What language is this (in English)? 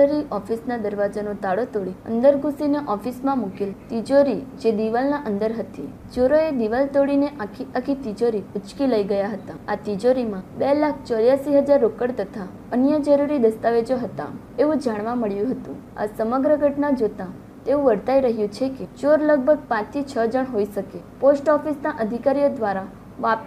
Gujarati